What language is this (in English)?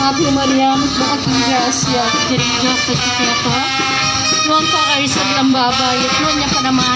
Pampanga